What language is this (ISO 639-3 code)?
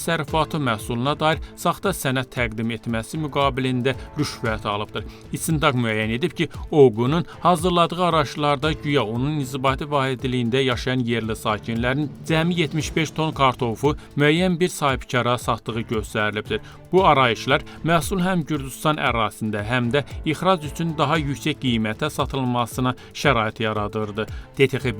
aze